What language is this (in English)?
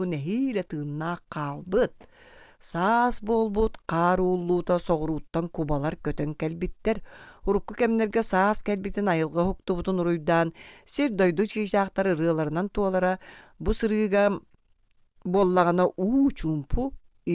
Yakut